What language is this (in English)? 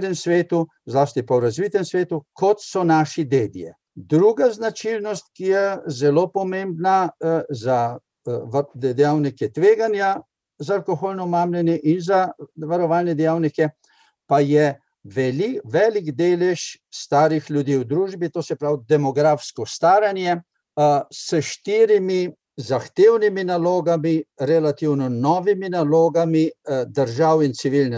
Slovenian